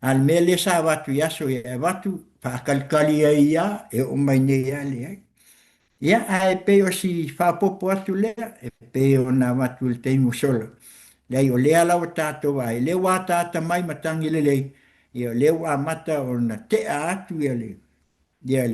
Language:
Samoan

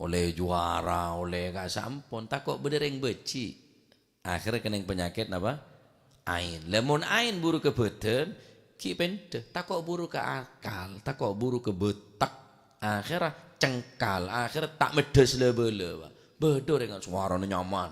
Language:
Madurese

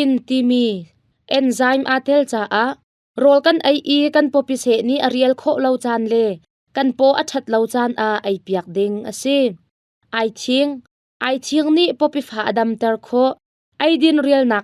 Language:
Hakha Chin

